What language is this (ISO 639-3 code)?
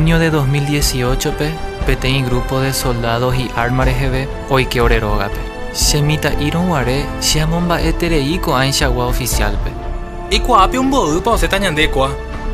grn